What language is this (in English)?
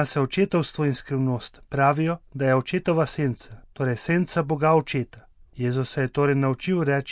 Slovenian